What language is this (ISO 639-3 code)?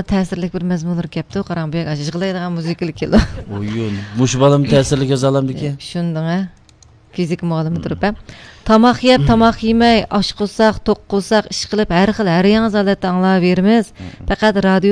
uig